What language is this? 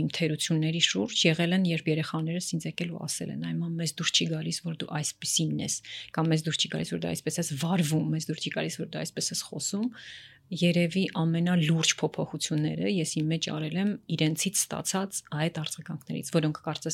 Armenian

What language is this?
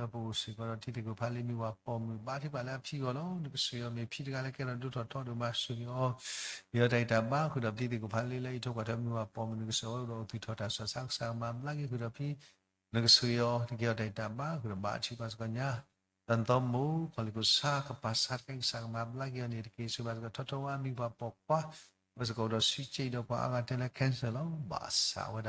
S'gaw Karen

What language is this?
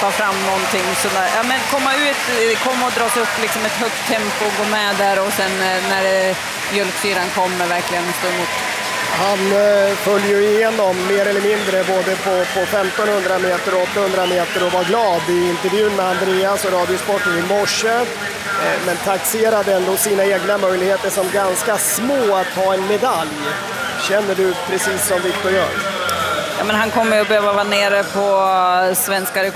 Swedish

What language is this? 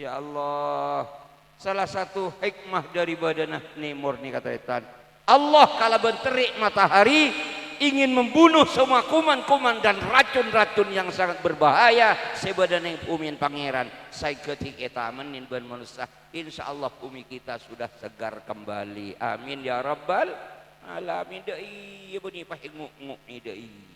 Madurese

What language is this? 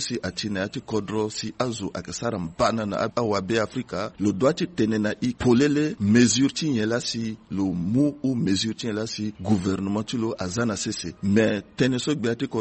Sango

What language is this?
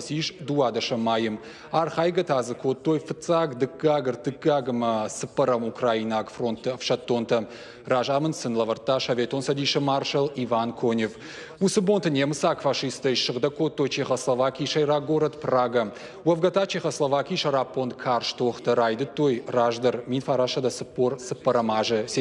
Ossetic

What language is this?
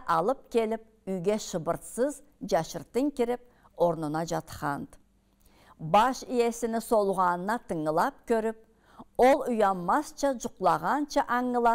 Karachay-Balkar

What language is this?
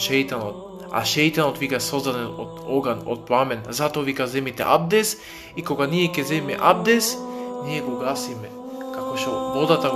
Macedonian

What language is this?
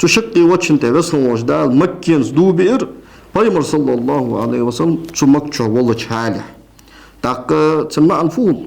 Ingush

